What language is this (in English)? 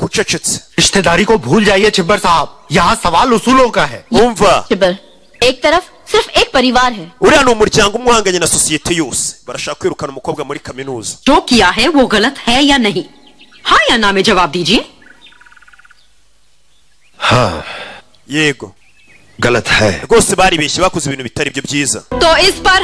Kinyarwanda